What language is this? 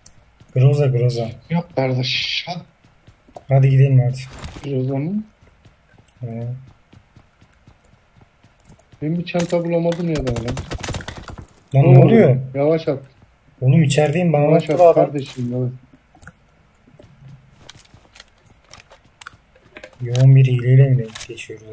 Turkish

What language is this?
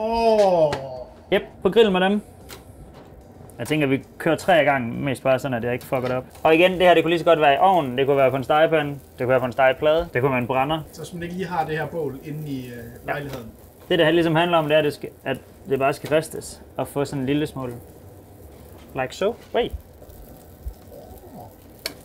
Danish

